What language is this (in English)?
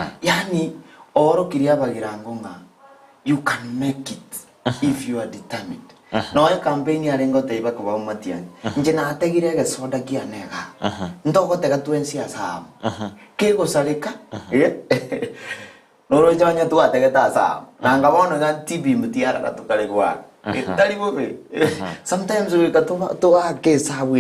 Gusii